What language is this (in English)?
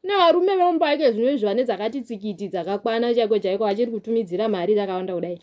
Shona